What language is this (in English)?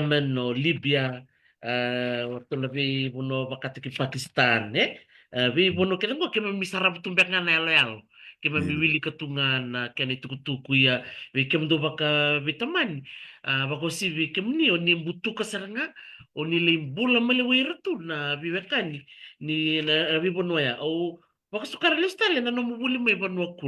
Fijian